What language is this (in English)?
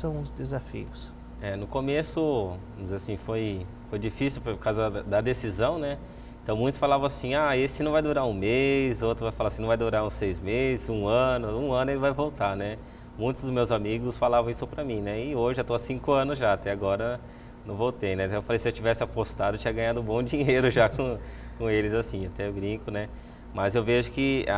Portuguese